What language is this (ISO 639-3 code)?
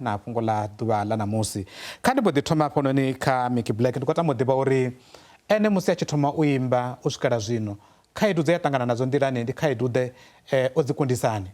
ven